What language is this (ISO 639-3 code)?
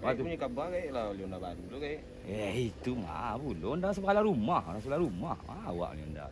min